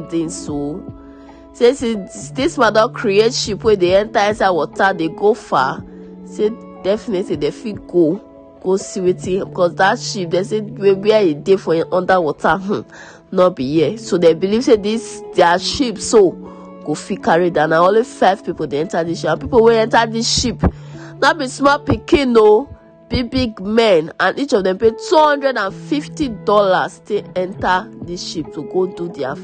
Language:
Nigerian Pidgin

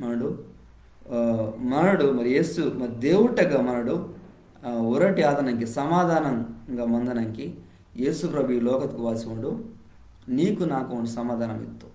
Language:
Koya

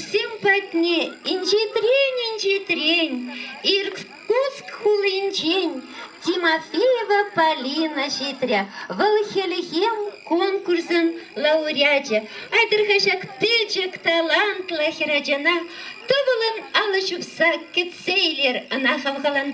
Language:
Chuvash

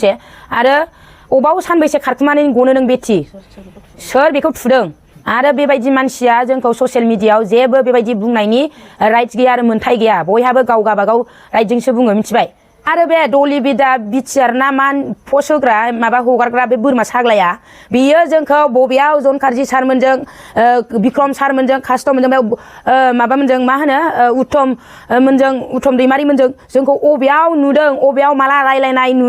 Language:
Bodo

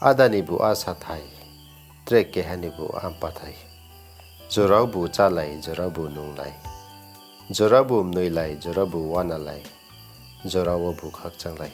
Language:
Riang (India)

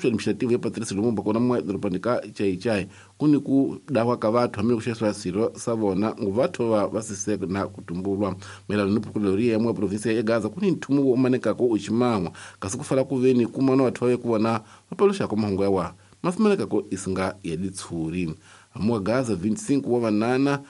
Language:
Tsonga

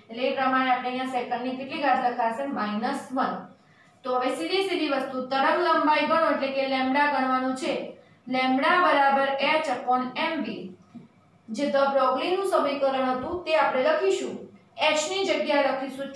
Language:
Gujarati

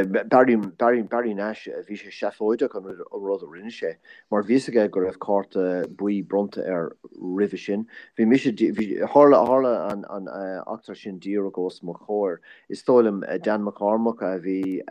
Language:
Irish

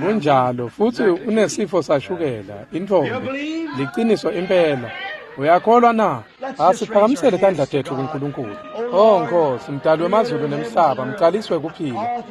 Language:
Swati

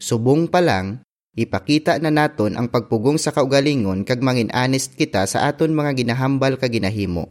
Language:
Hiligaynon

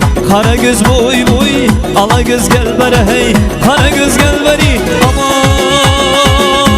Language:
Kara-Kalpak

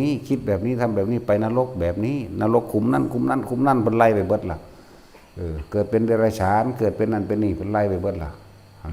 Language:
Northeastern Thai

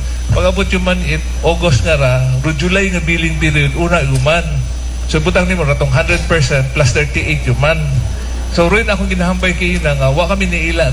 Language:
Aklanon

